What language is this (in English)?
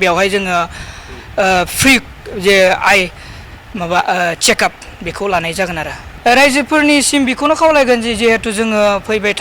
Bodo